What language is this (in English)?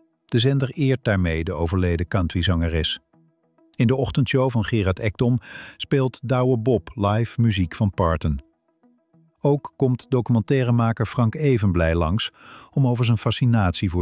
Dutch